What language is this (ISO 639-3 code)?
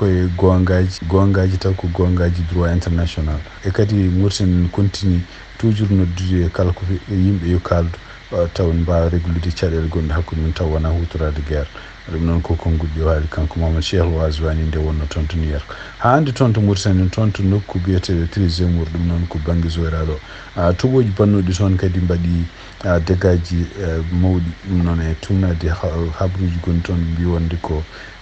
ful